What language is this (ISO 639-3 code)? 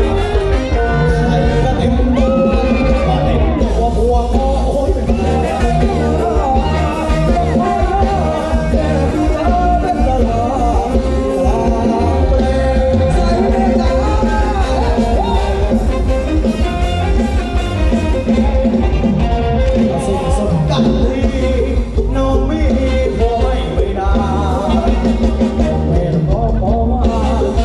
tha